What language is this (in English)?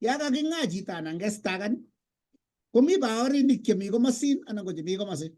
Kalenjin